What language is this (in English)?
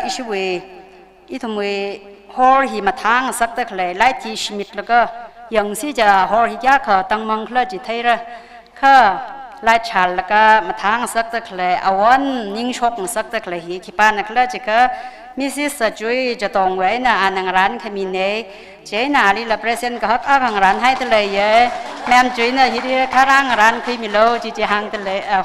Tangkhul Naga (India)